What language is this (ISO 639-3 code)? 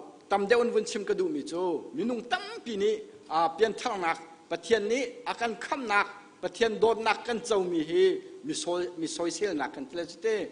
cnh